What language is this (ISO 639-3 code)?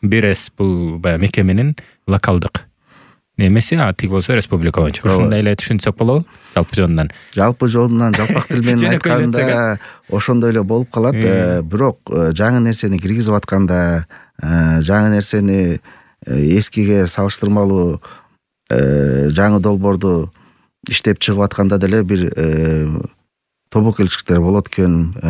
kir